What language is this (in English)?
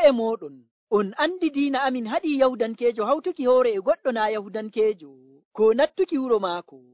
Nigerian Fulfulde